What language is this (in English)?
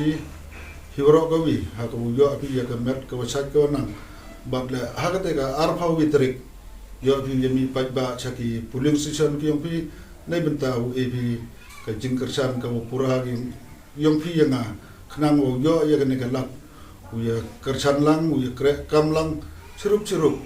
Pnar